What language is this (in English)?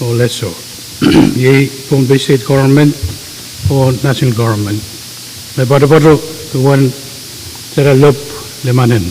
Pohnpeian